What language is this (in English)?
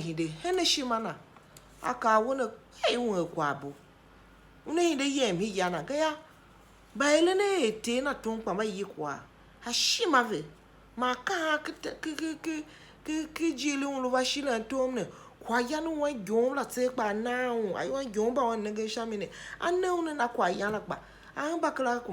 Tiv